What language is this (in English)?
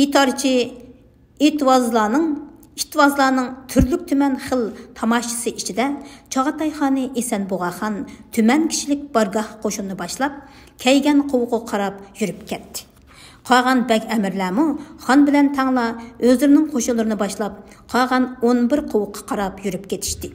Uyghur